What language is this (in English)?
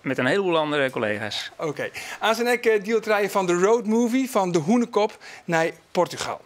Western Frisian